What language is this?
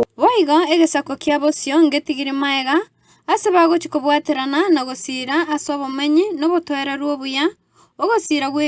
Gusii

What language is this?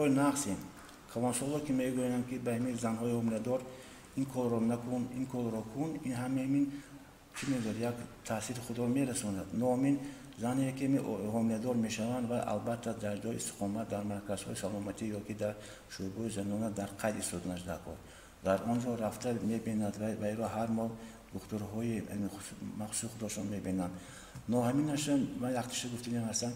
Tajik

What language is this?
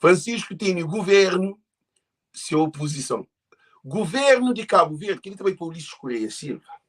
Kabuverdianu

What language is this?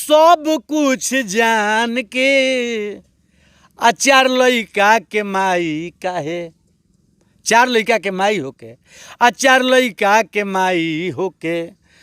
Bhojpuri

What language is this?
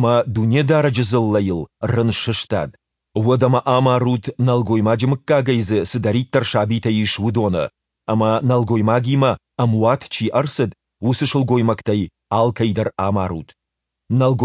Ossetic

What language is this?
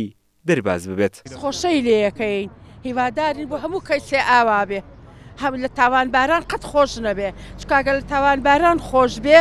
Central Kurdish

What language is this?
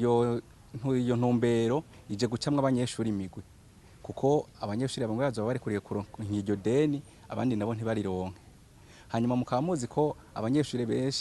Rundi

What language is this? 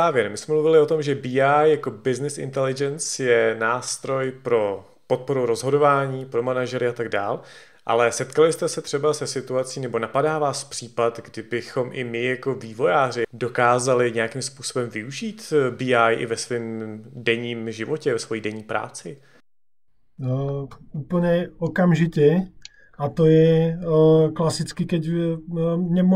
Czech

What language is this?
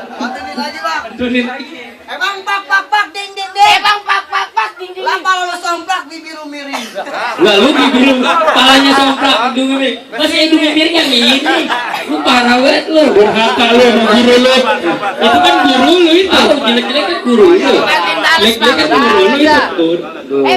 Betawi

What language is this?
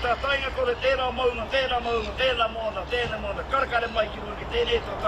Māori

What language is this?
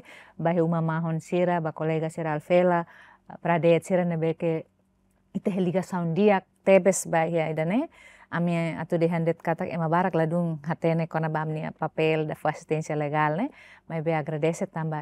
Tetum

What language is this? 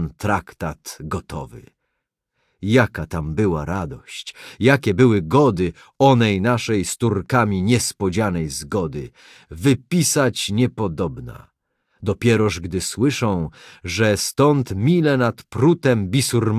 Polish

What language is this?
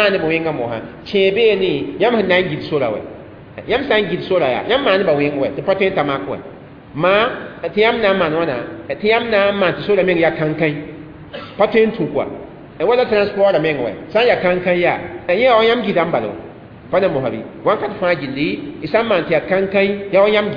Mossi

